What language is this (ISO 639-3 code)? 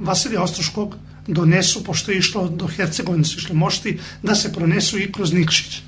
srp